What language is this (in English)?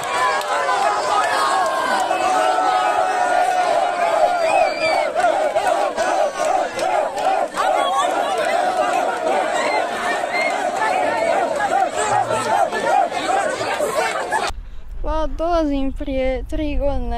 Croatian